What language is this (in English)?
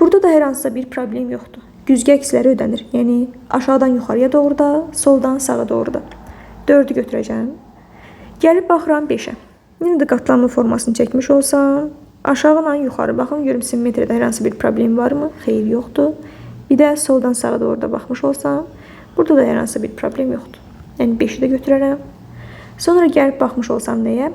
Azerbaijani